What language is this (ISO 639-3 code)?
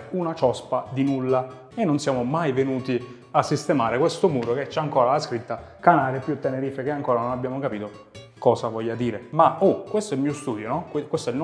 ita